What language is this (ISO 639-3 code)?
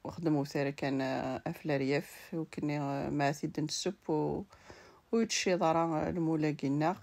kab